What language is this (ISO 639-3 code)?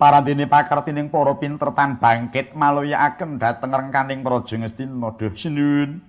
jav